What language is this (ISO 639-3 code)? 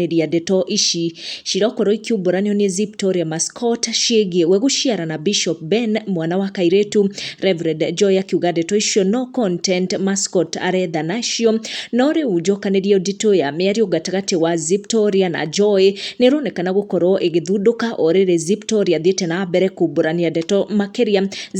kik